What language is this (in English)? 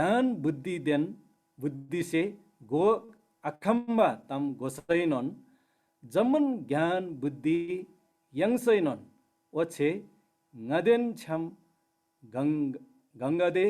Eastern Tamang